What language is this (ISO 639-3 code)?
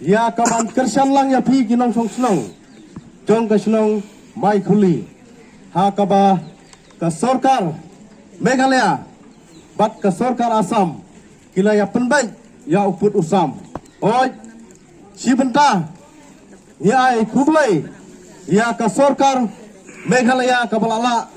kha